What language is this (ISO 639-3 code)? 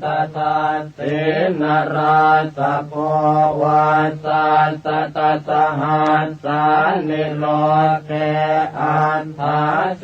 pli